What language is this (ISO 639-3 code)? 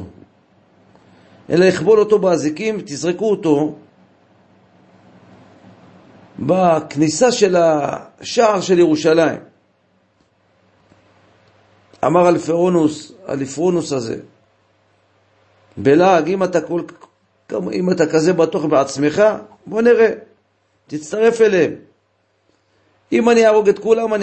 heb